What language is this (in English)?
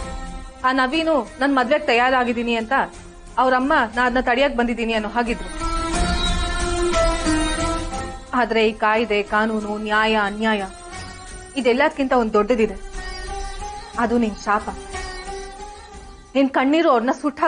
Kannada